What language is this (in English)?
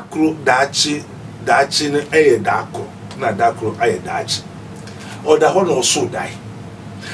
Akan